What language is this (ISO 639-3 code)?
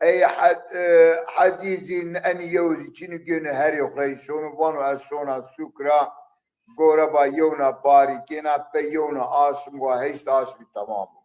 zza